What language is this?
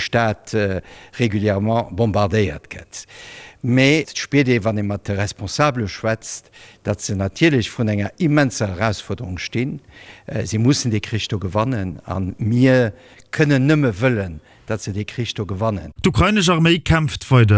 Luxembourgish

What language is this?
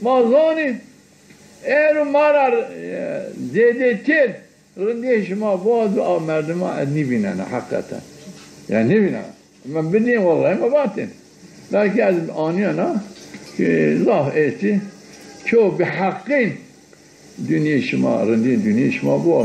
Zaza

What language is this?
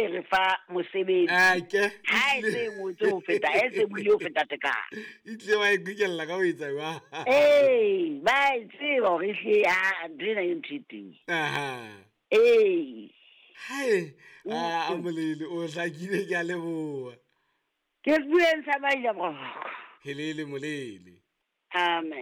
Southern Sotho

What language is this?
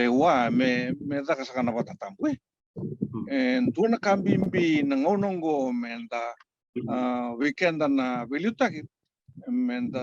Fijian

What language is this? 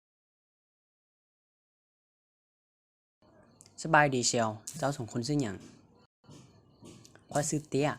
Lao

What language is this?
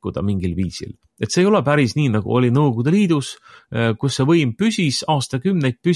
Estonian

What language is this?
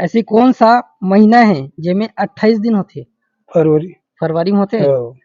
Chhattisgarhi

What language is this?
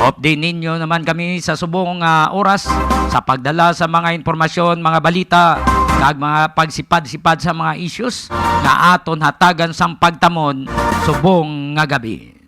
Hiligaynon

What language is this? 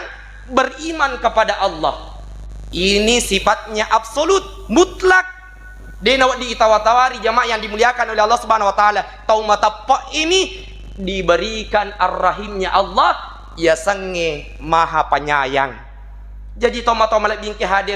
Buginese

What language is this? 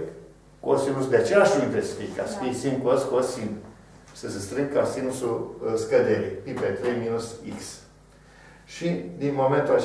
Romanian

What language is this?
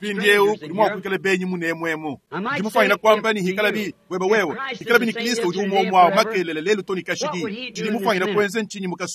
Luba-Lulua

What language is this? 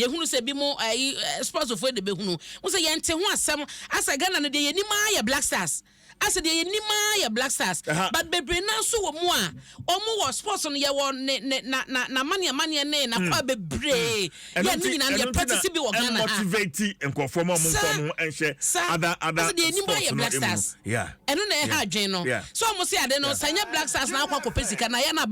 Akan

